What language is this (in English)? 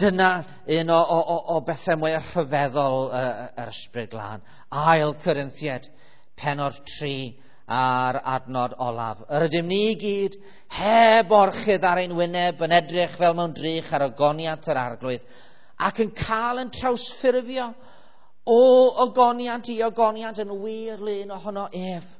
Welsh